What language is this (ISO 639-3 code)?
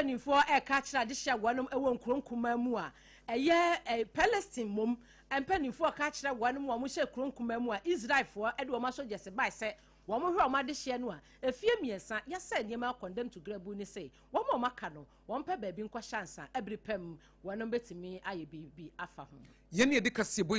aka